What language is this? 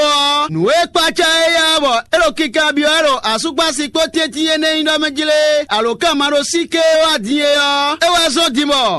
Fon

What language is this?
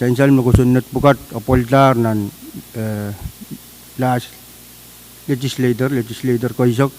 Pohnpeian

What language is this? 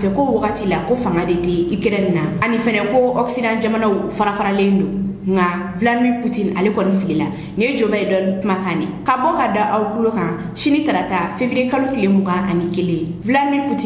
Bambara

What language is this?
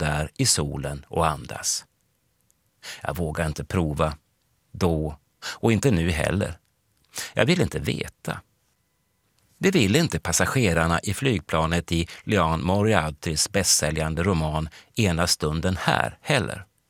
Swedish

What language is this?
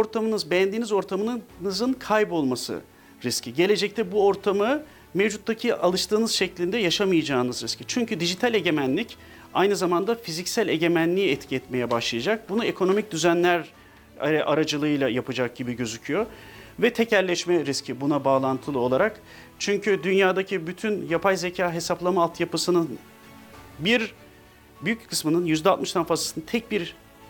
Turkish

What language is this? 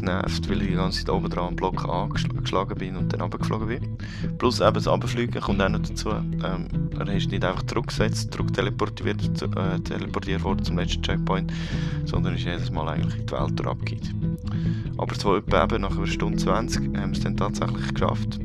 Swiss German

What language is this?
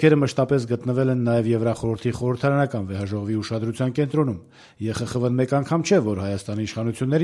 Armenian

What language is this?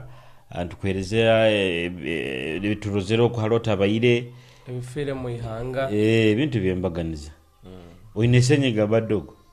Nyoro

